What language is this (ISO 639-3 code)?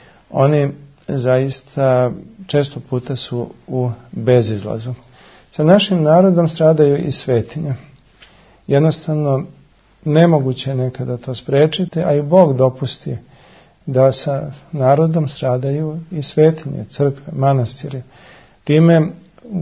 srp